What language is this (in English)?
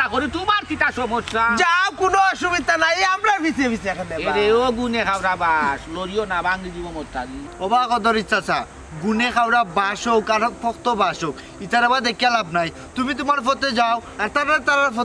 Sylheti